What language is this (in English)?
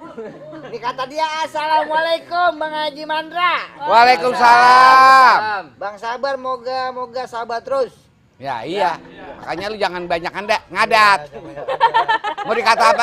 Betawi